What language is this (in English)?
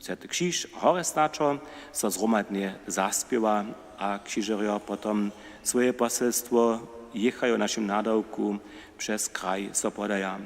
Upper Sorbian